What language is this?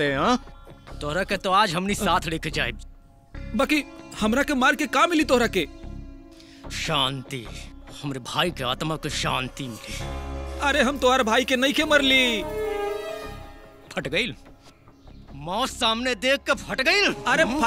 Bhojpuri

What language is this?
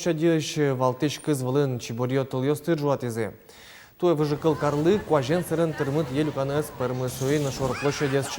Udmurt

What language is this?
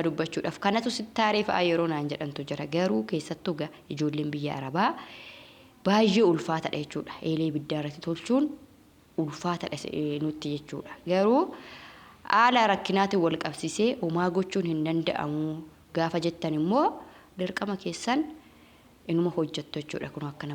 Oromo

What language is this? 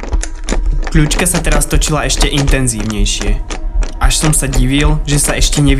Slovak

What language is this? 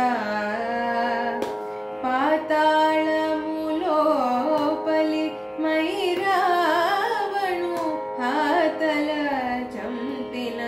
Telugu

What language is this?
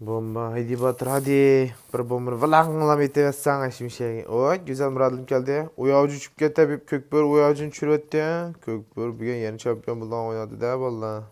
Uyghur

